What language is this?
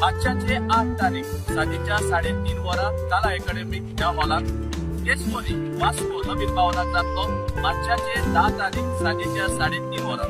Konkani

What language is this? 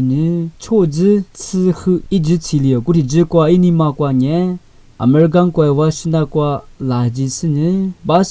Lisu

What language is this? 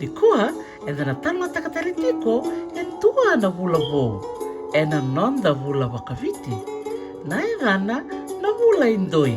Fijian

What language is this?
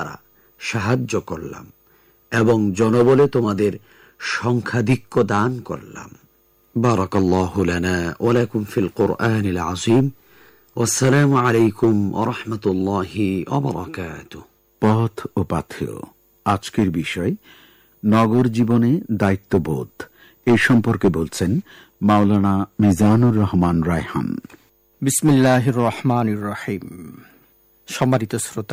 Bangla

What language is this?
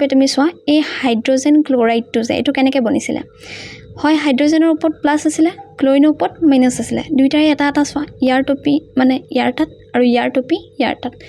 Assamese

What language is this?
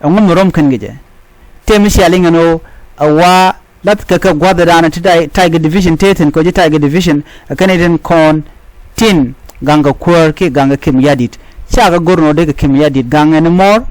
Nuer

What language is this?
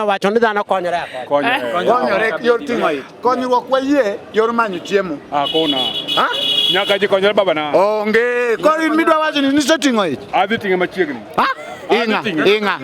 Luo (Kenya and Tanzania)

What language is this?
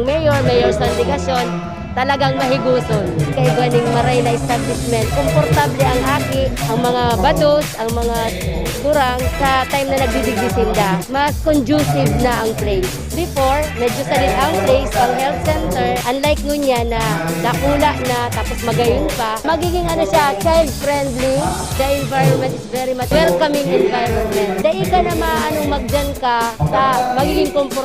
Bikol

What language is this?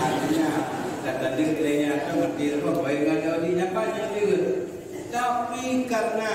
Achinese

